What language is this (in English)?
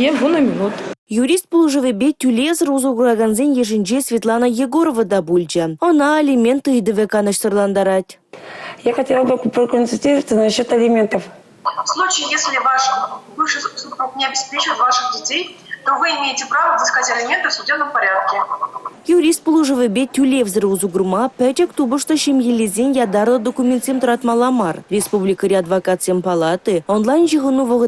Chuvash